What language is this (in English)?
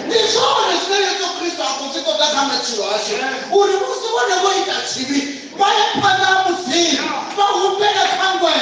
Venda